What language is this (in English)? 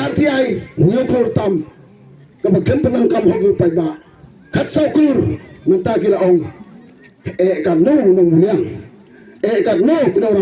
Khasi